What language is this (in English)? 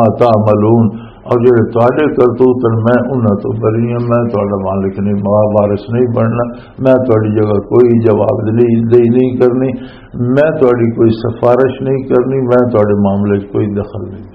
Western Panjabi